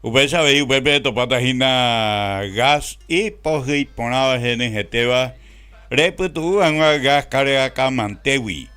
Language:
Guarani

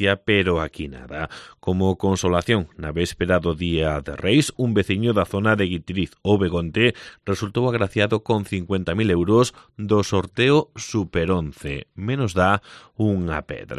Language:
Galician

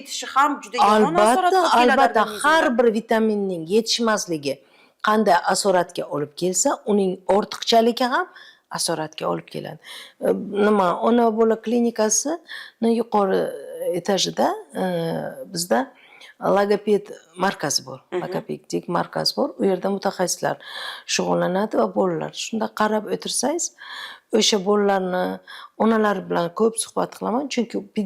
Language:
Uzbek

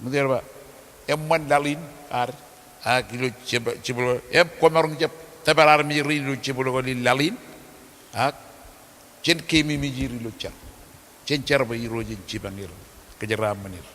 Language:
Marshallese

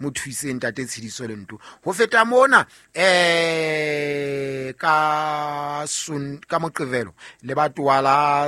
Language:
Southern Sotho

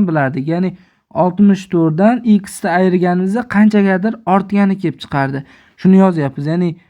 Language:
Uzbek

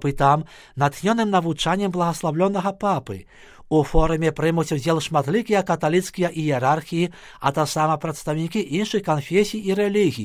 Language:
Belarusian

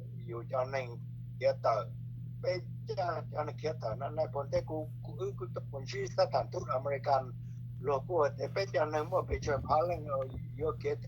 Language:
Hmong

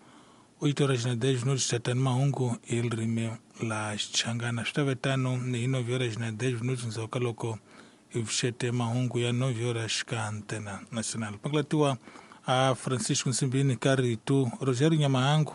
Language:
Tsonga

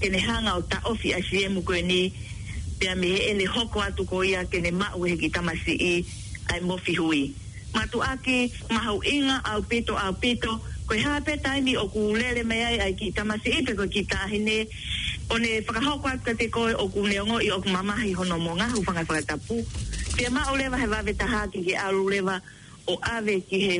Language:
Tongan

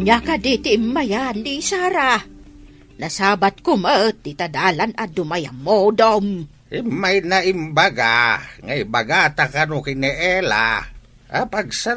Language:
Iloko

